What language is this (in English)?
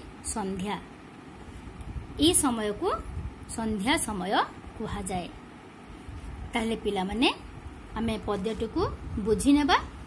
Odia